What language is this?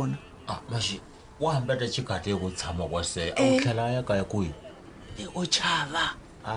Tsonga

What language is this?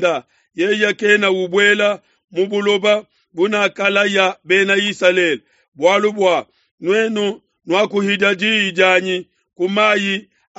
Luba-Lulua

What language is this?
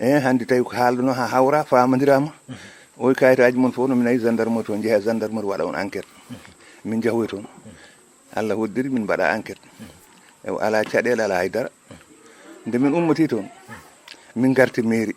Fula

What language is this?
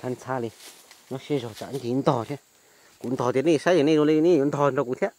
Hmong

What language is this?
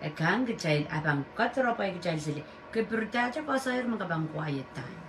Pohnpeian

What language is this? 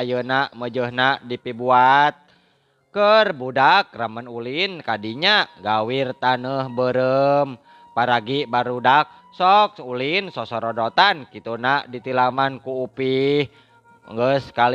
Sundanese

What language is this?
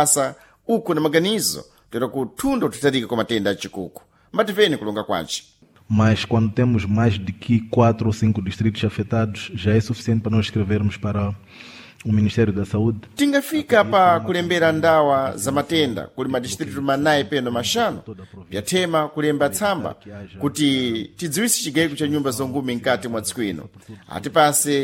Sena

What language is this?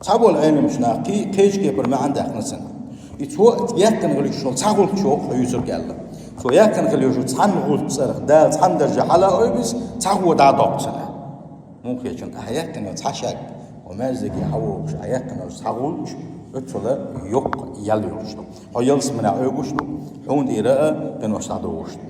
Chechen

